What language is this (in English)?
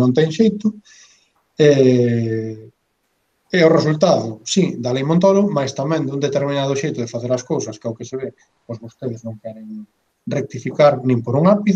Galician